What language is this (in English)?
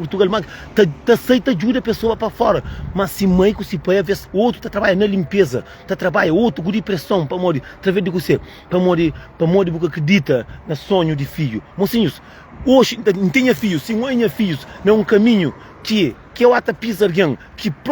Kabuverdianu